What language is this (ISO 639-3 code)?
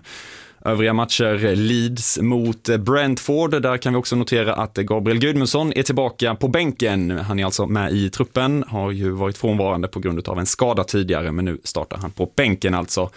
swe